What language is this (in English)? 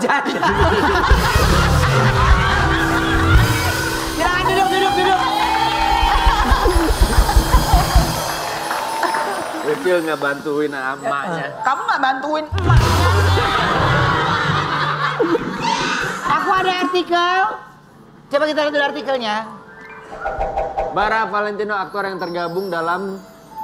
Indonesian